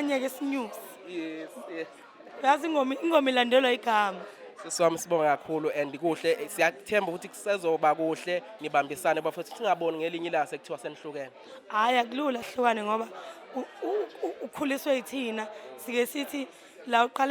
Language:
Zulu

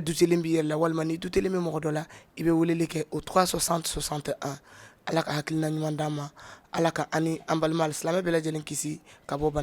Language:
Bambara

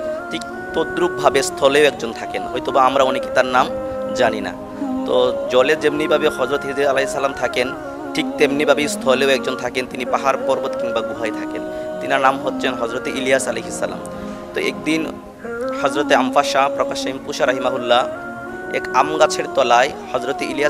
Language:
Bangla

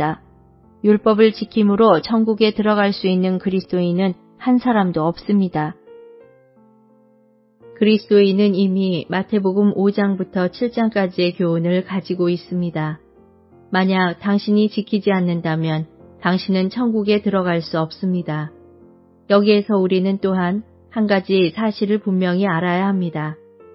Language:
Korean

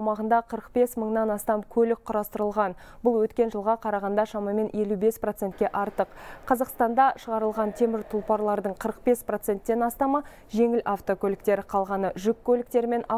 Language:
Kazakh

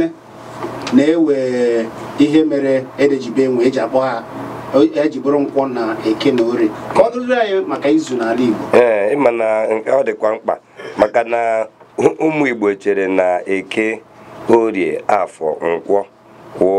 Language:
Igbo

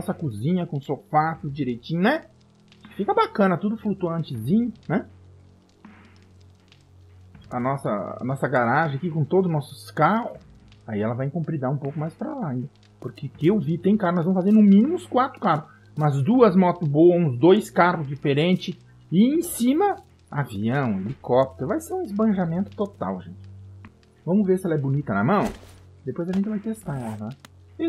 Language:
Portuguese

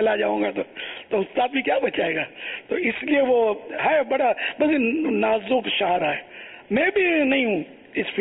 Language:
Urdu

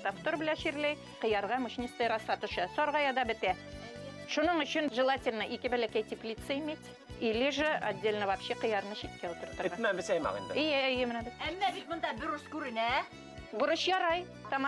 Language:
Bashkir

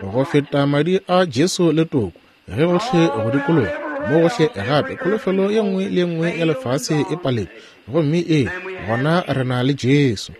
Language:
Northern Sotho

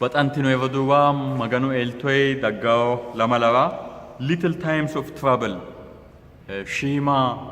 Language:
Sidamo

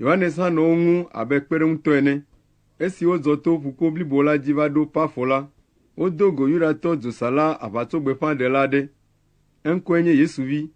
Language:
Ewe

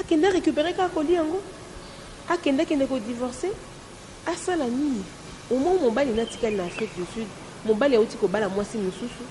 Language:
Lingala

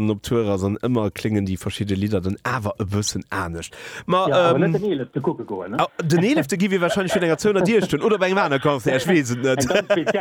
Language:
Luxembourgish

